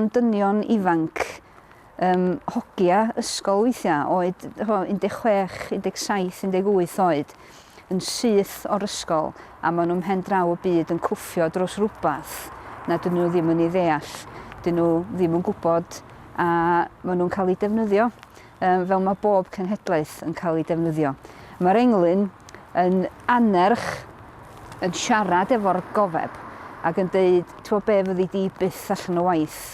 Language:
Welsh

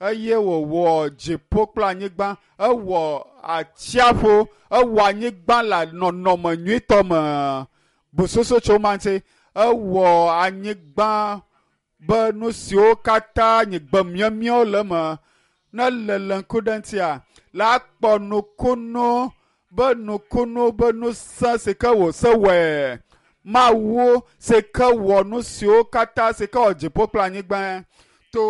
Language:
Ewe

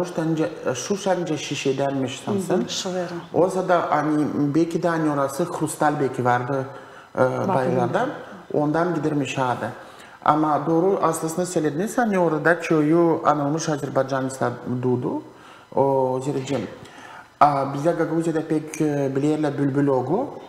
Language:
Gagauz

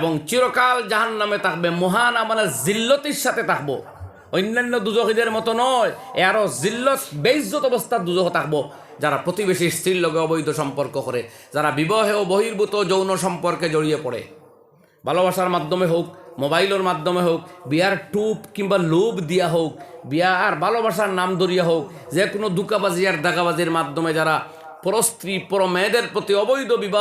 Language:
Sylheti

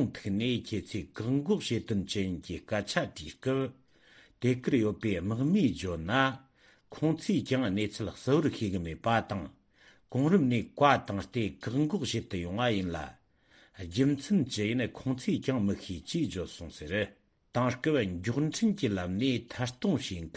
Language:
Tibetan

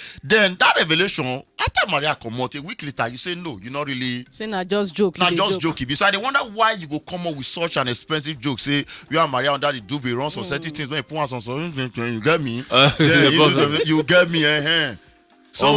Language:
Nigerian Pidgin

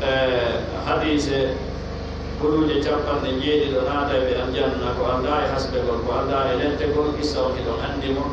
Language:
Pular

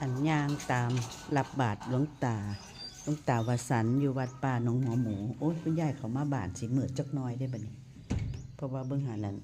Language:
Northeastern Thai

